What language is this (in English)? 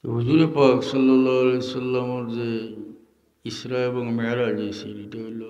Sylheti